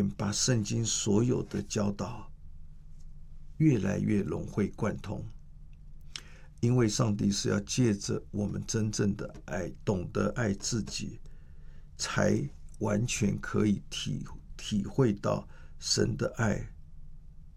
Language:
Chinese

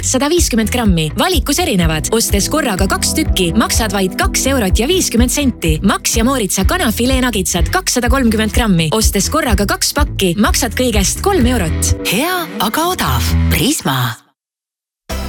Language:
Estonian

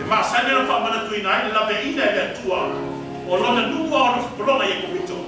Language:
Samoan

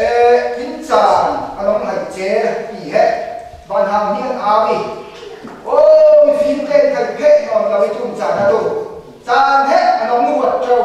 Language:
Falam Chin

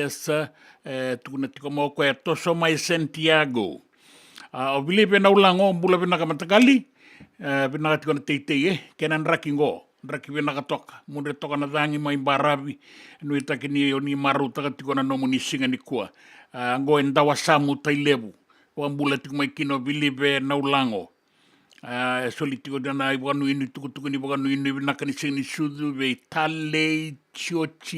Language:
Fijian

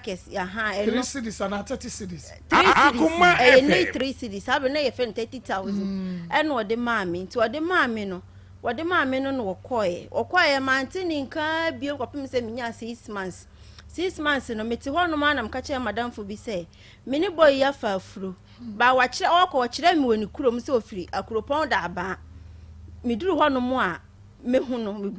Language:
Akan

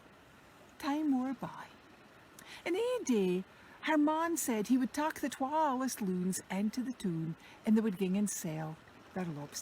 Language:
Scots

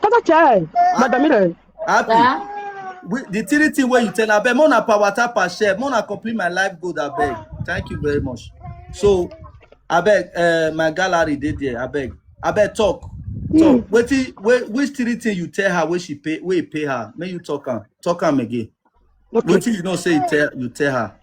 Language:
Nigerian Pidgin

